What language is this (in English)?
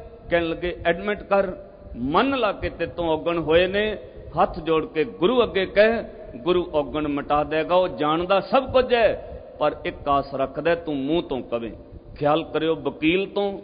Punjabi